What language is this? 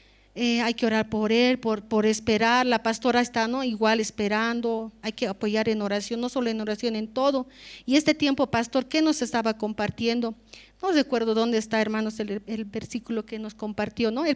Aymara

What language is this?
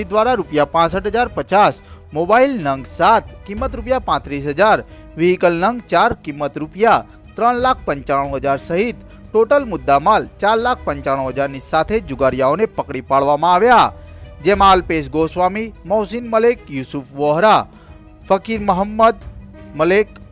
Gujarati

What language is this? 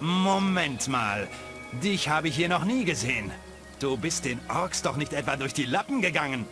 Bavarian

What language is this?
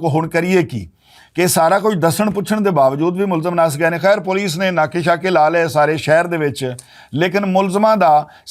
Western Panjabi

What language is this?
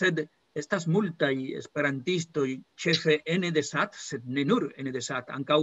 Esperanto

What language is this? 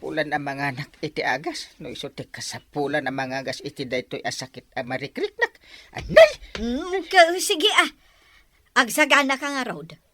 Iloko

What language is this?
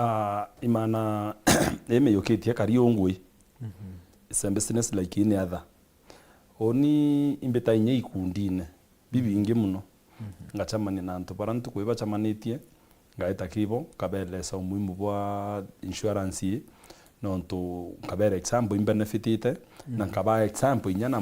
Meru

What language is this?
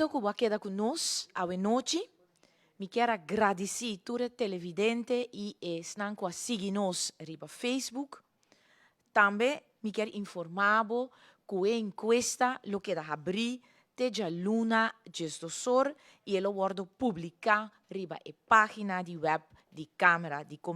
Papiamento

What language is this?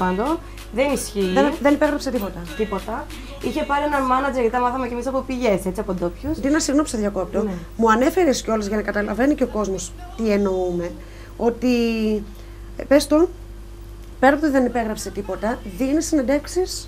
Greek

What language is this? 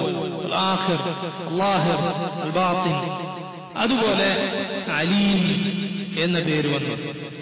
Malayalam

